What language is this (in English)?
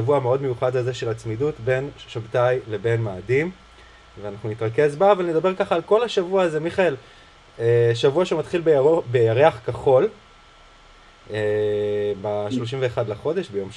Hebrew